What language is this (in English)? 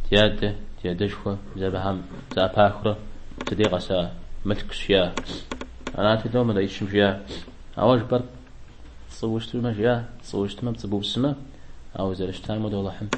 Kabardian